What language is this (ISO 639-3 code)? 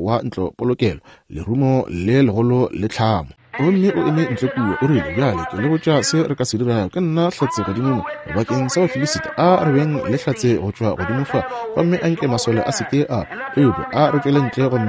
nso